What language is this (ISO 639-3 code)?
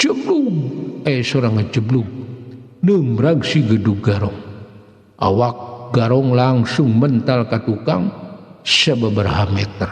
sun